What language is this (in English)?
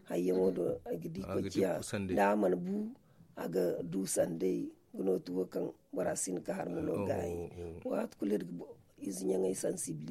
Zarma